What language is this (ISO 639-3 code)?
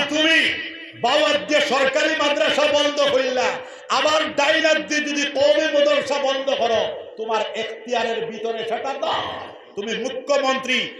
syl